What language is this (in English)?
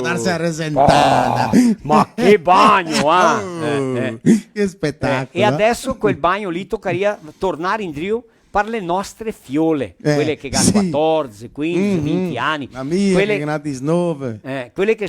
Venetian